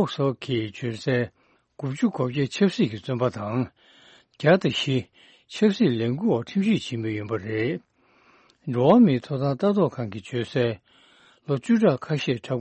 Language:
Tibetan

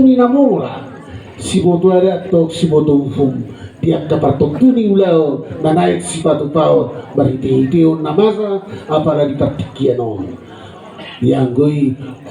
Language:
Batak Toba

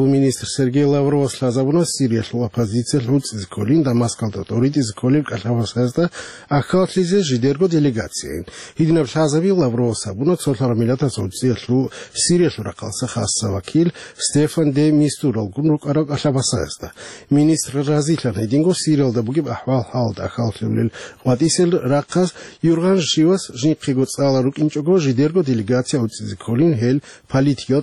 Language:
Avaric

